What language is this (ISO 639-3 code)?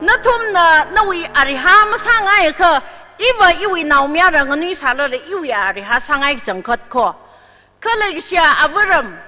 nmf